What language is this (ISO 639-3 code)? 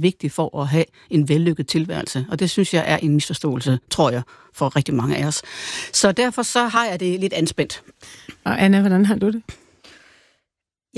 dan